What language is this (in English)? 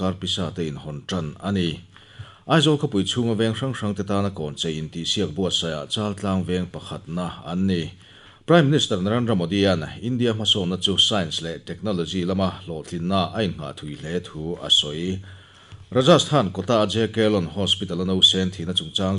Mizo